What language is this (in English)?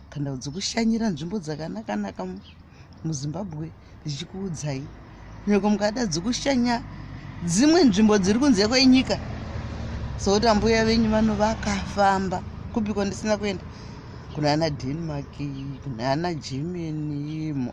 Shona